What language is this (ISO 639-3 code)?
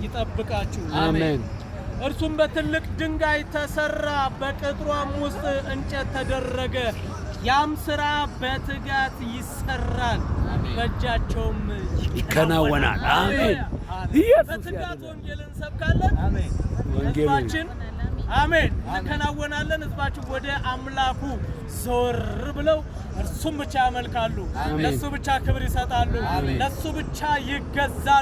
amh